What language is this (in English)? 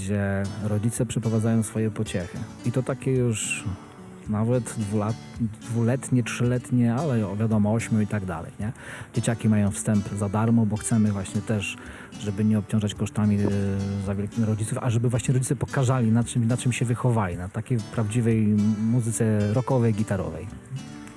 Polish